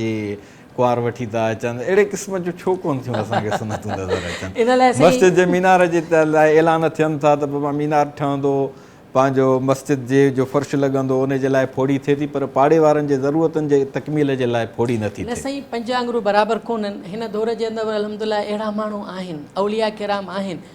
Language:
Sindhi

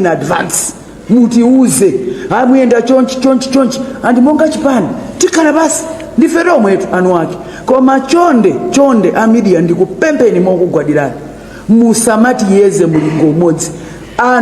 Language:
Nyanja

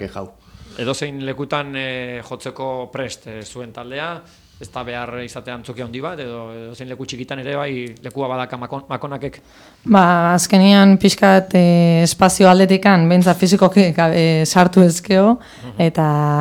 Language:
Basque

